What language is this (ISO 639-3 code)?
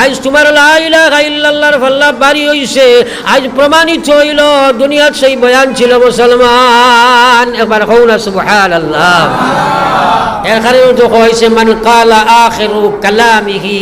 syl